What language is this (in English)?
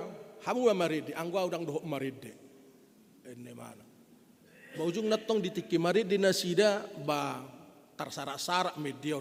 Batak Toba